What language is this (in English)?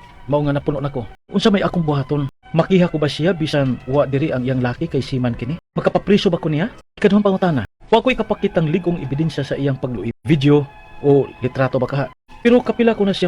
Cebuano